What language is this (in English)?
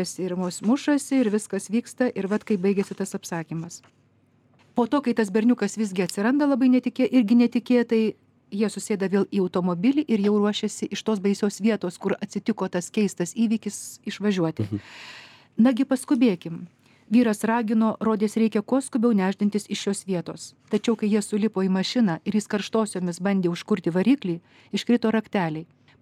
Lithuanian